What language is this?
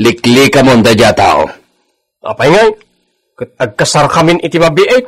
Iloko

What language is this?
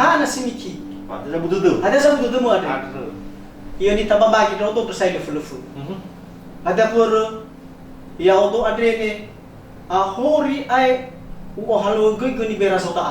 Nias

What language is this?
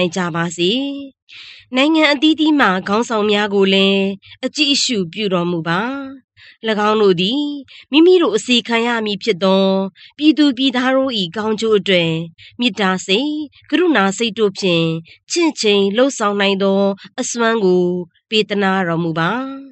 Burmese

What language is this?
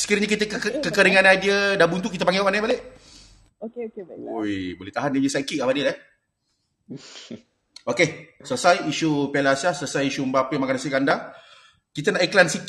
Malay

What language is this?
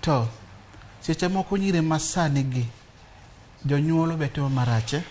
Luo (Kenya and Tanzania)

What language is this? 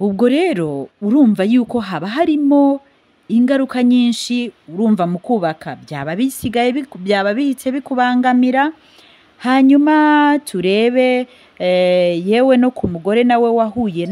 Kinyarwanda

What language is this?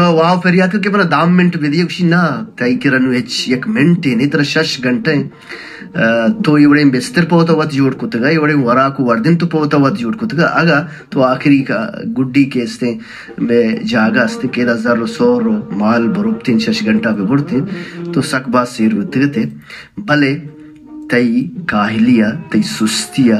Baluchi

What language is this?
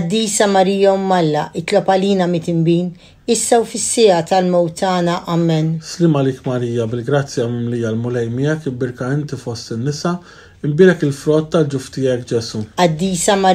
Maltese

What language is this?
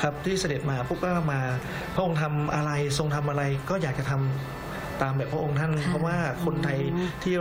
Thai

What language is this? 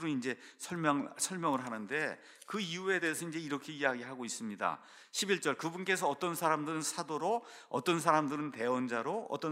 Korean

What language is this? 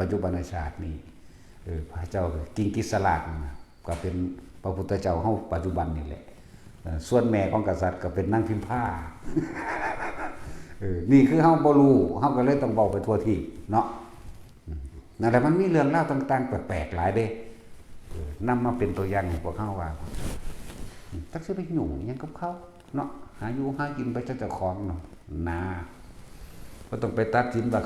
Lao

